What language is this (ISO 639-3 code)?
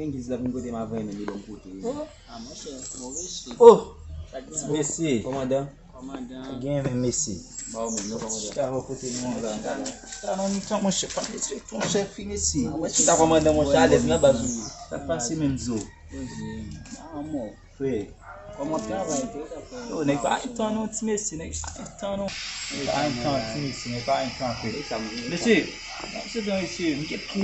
hat